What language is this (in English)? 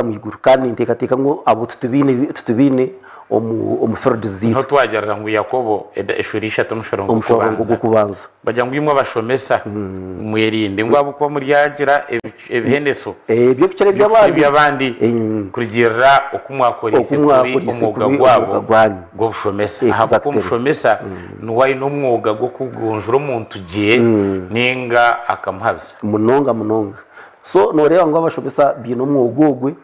Nyankole